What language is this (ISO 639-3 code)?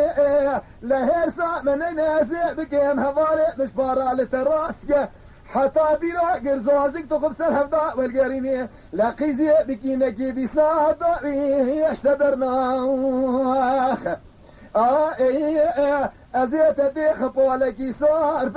kur